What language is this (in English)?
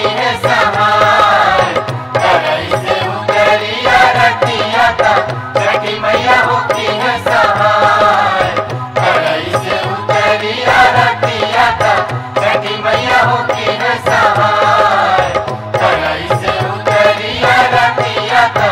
Bhojpuri